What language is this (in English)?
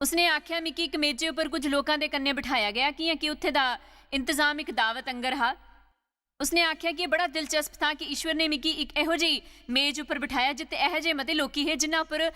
Dogri